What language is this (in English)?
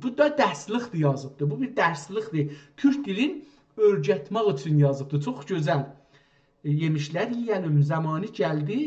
South Azerbaijani